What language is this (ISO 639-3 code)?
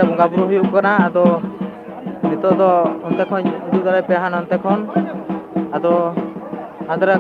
sat